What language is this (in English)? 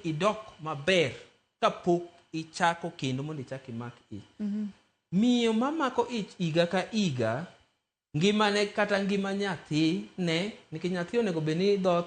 Luo (Kenya and Tanzania)